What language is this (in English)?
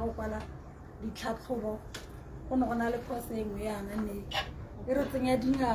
Tswana